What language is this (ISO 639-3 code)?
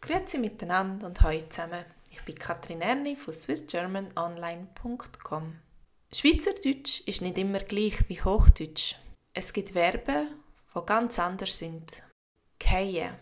gsw